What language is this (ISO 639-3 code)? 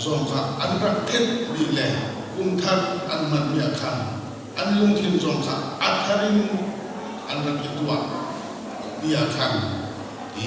cnh